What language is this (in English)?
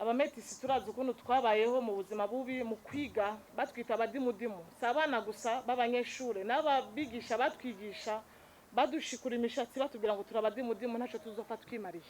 Rundi